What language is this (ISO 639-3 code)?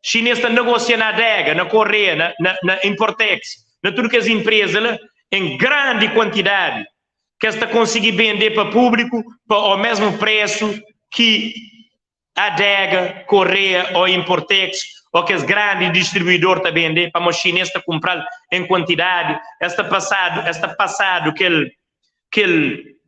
kea